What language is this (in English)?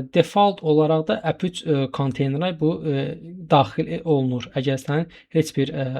Azerbaijani